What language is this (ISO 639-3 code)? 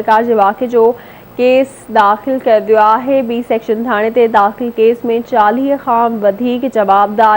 snd